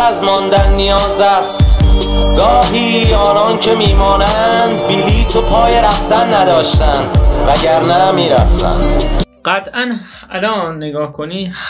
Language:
Persian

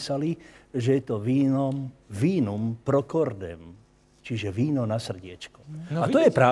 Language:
Slovak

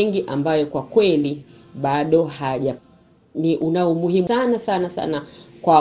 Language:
Swahili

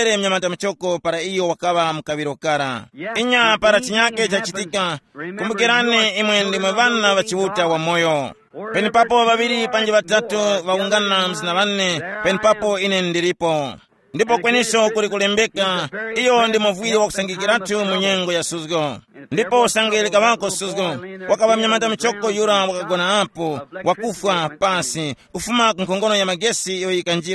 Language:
Tumbuka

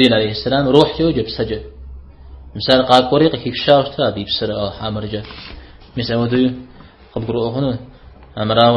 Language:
Kabardian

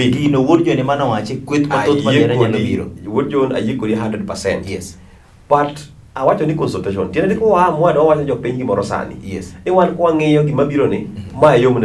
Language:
Luo (Kenya and Tanzania)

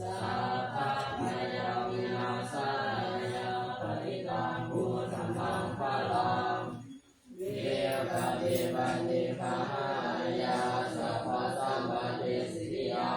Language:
Pali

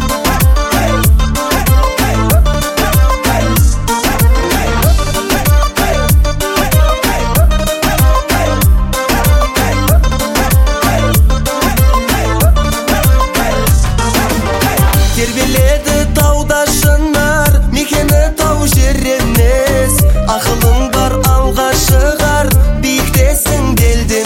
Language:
Kazakh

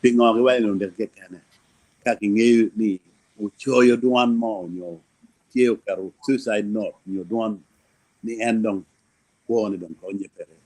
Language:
Acoli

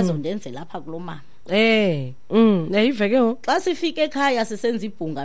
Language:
Xhosa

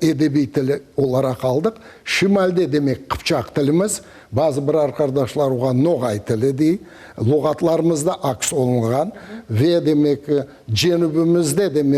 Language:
Crimean Tatar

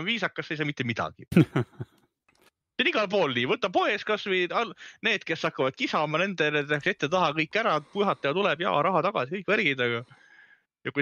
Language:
Estonian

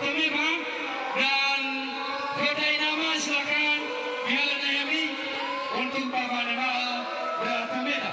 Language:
Nias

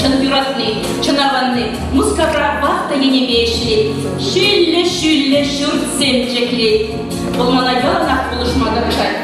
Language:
Chuvash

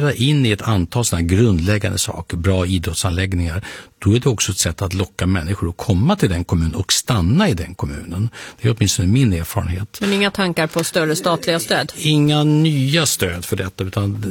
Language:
Swedish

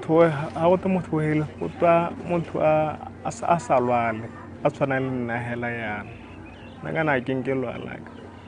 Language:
Tswana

